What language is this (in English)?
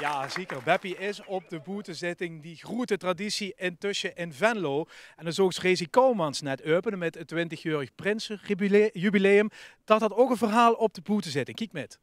Limburgish